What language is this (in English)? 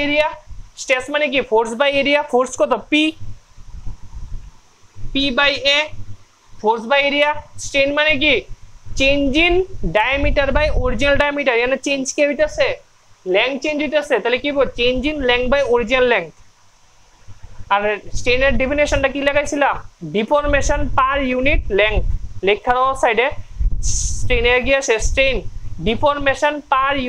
Bangla